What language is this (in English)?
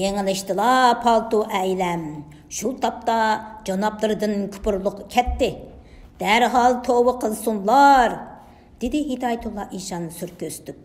Uyghur